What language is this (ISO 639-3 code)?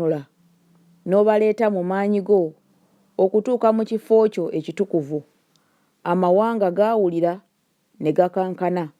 lug